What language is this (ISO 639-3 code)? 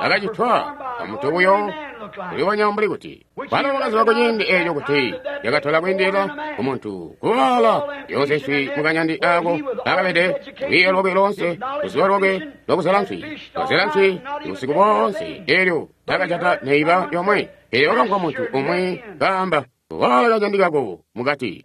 toi